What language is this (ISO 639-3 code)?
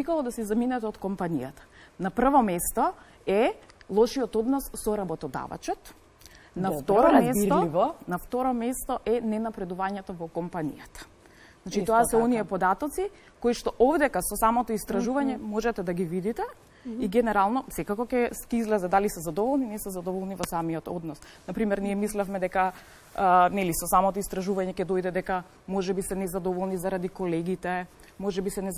mkd